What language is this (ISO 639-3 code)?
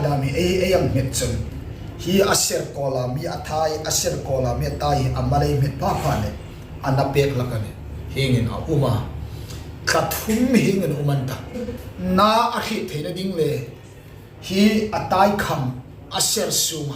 hmr